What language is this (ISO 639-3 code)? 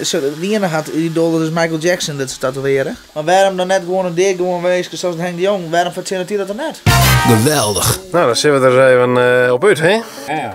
fry